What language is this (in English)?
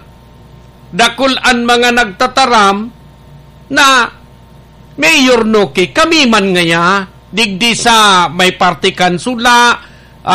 Bikol